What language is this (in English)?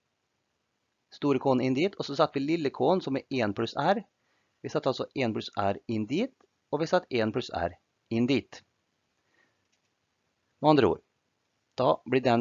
Norwegian